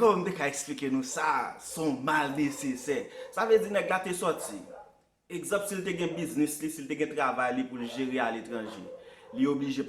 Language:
Haitian Creole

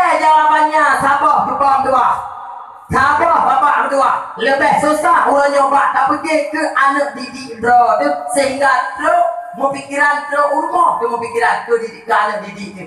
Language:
Achinese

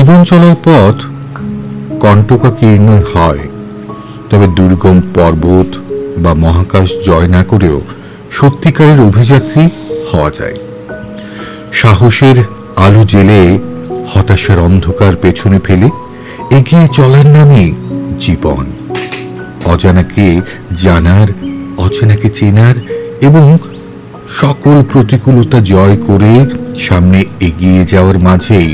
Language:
Bangla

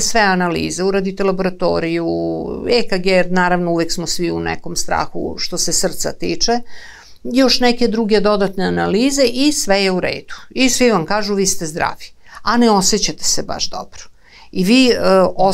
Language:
Serbian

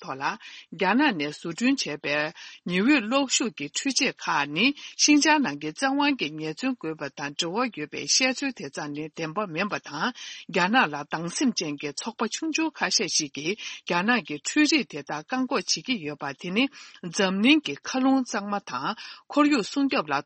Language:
Tibetan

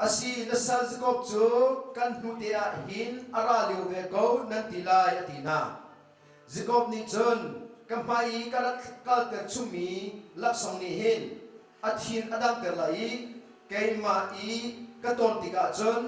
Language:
Hakha Chin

